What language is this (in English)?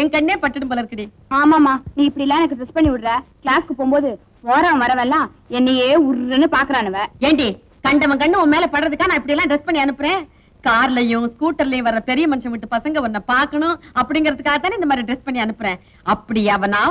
Tamil